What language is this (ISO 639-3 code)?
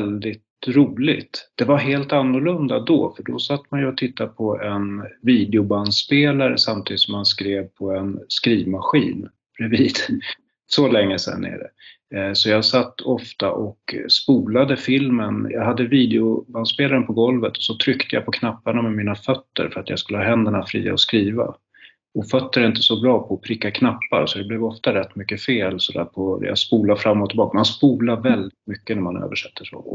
swe